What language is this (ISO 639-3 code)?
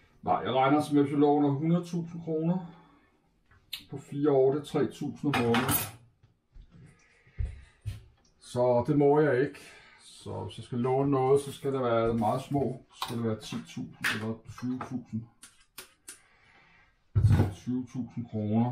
dan